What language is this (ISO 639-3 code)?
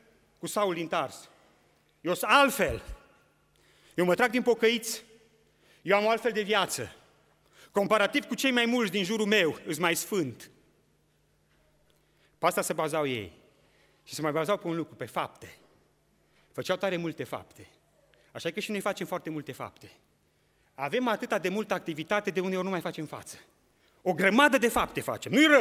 ron